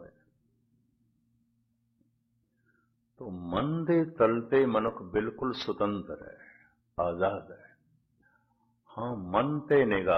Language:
Punjabi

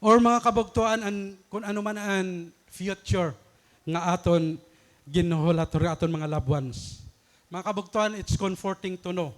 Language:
Waray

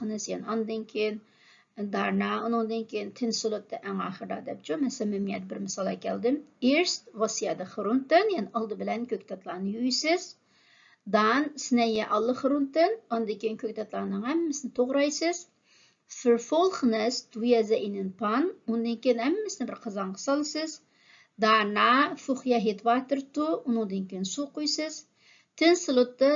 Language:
Uyghur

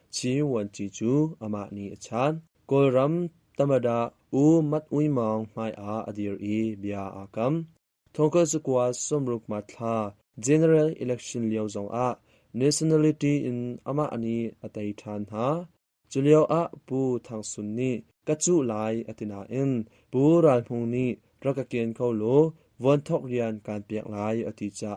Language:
Hakha Chin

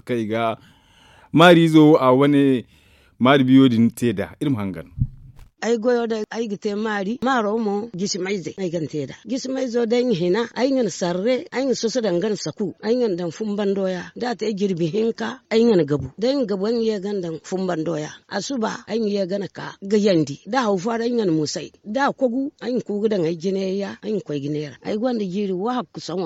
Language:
Zarma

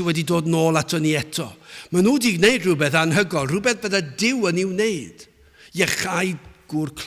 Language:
Welsh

